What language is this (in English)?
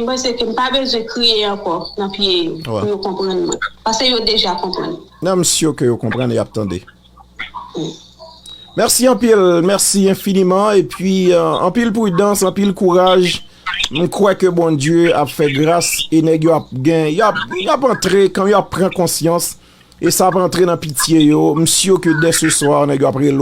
Haitian Creole